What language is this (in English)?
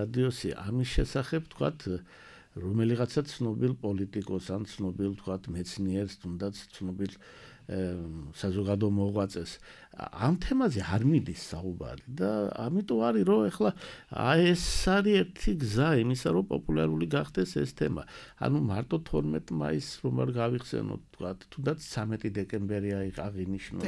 Georgian